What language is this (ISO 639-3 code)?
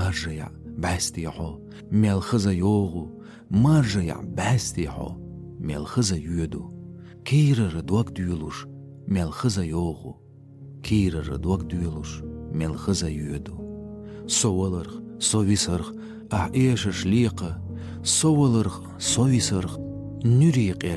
che